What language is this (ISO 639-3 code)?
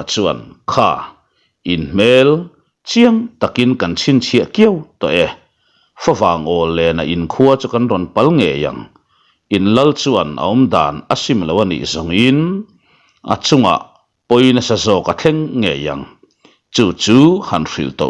lus